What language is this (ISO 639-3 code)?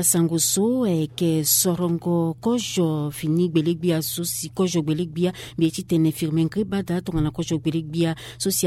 sag